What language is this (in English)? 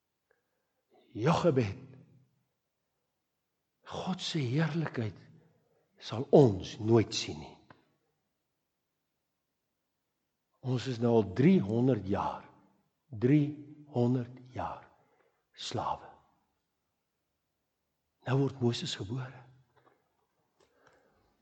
Afrikaans